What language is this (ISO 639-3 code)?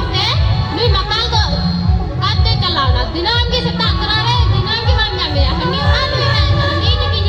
sat